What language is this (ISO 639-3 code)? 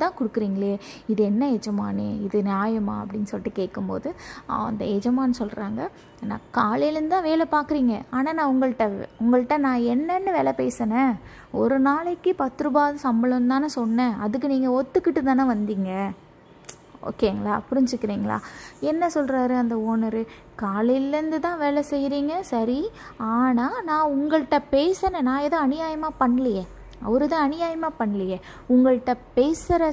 tam